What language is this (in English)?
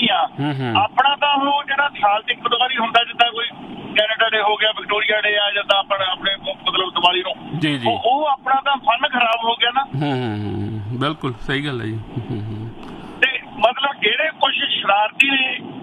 Punjabi